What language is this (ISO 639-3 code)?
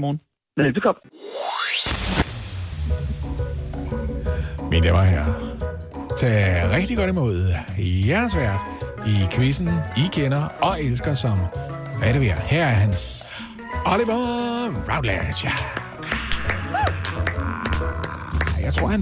dan